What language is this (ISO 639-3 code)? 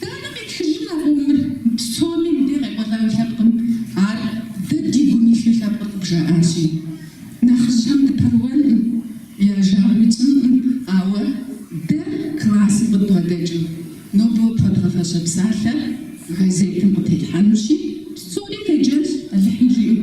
kbd